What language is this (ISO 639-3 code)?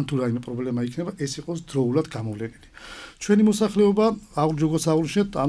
kat